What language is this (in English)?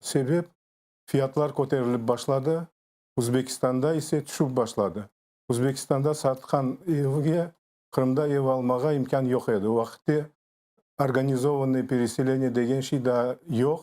Crimean Tatar